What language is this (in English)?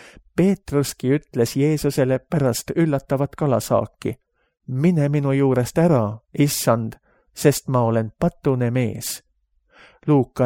Estonian